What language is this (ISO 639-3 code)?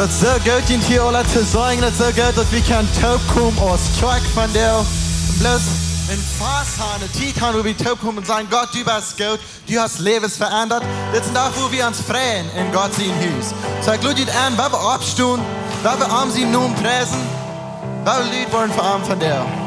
pdt